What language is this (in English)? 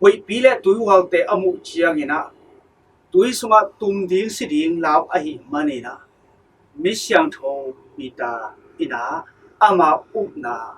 Tedim Chin